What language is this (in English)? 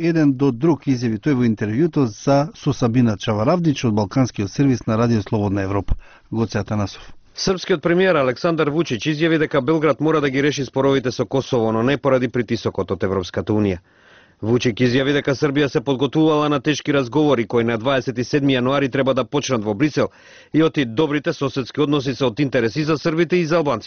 Macedonian